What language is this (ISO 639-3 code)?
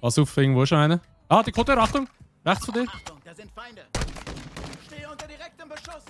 gsw